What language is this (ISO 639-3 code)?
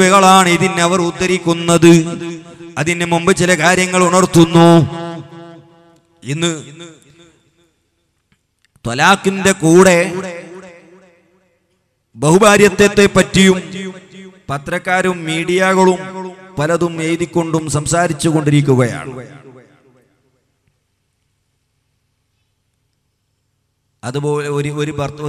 mal